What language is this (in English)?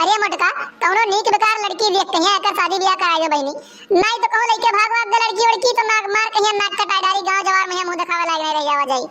Awadhi